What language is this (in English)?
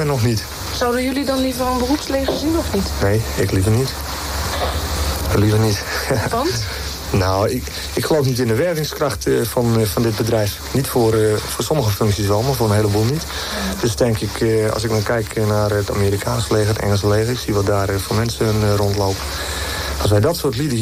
Dutch